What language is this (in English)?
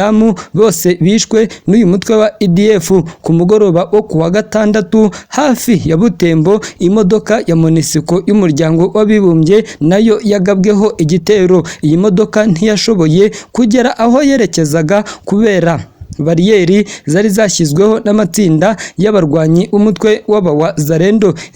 Kinyarwanda